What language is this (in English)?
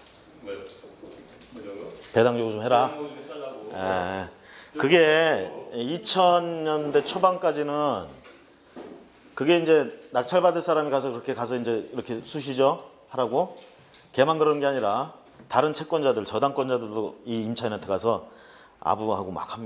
Korean